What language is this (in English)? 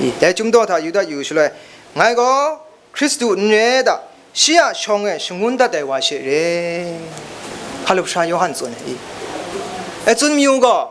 Kachin